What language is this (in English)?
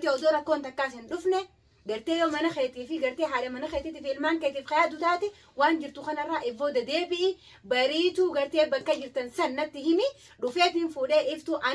Oromo